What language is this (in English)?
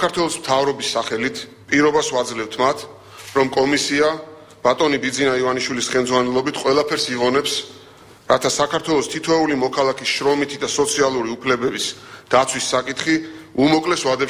Georgian